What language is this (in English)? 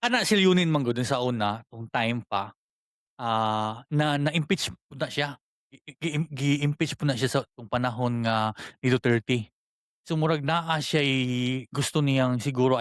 Cebuano